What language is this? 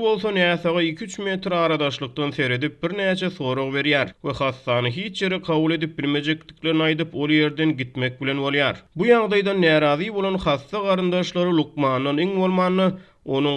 Turkmen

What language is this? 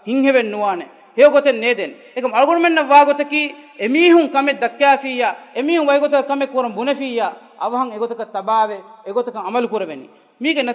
Divehi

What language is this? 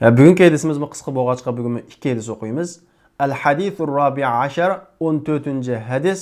Uyghur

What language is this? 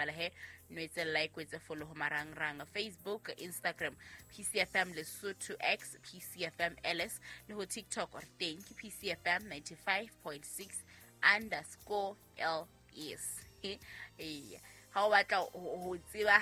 Southern Sotho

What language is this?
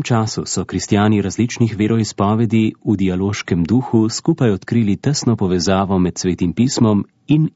Slovenian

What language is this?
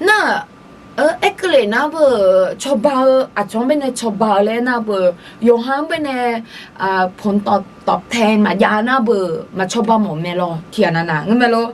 Akha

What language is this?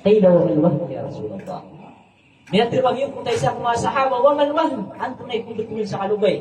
Maranao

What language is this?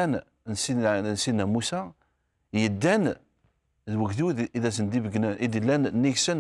Kabyle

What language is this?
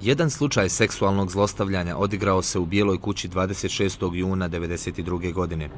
Bosnian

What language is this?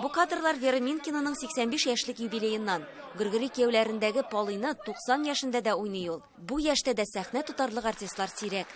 Tatar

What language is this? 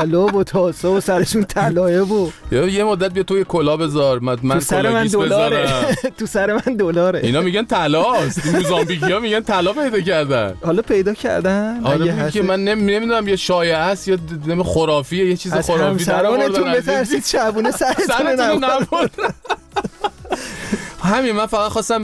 Persian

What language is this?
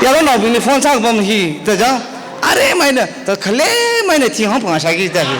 Tangkhul Naga (India)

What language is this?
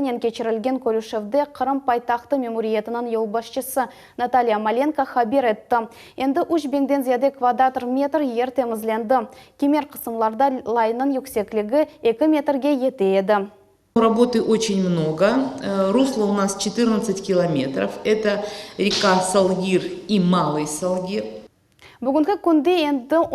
Crimean Tatar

